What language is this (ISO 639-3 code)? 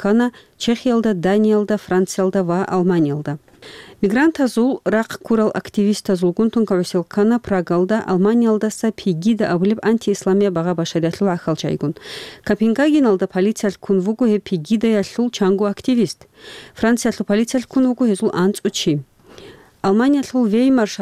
ava